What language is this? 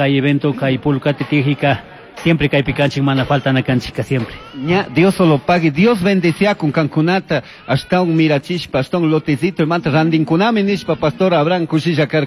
Chimborazo Highland Quichua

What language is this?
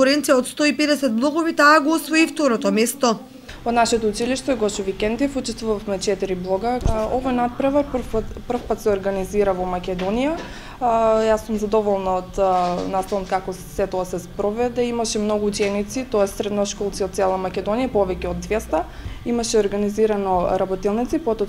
Macedonian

